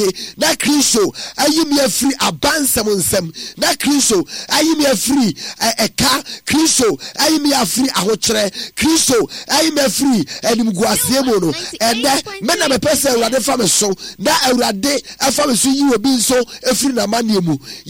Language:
Akan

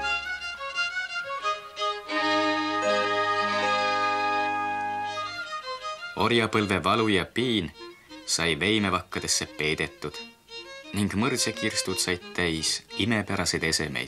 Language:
Estonian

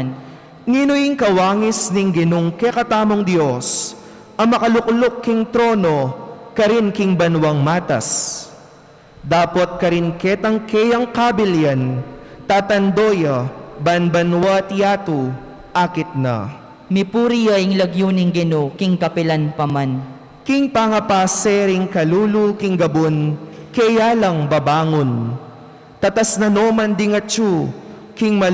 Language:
Pampanga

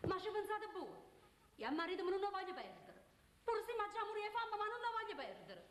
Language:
Neapolitan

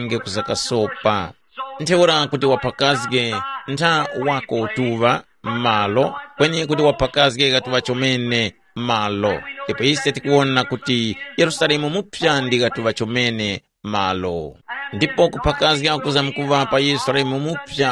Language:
Tumbuka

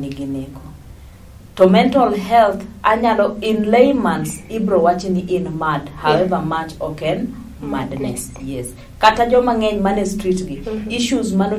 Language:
Luo (Kenya and Tanzania)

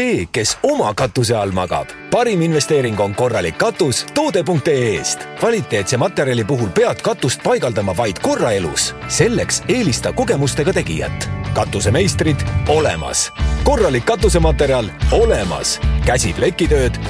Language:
Estonian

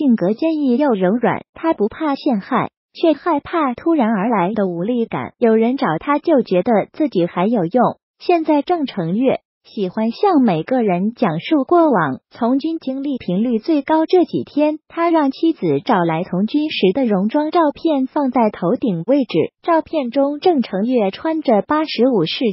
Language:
Chinese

